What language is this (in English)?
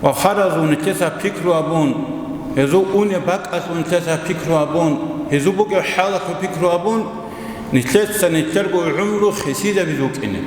Avaric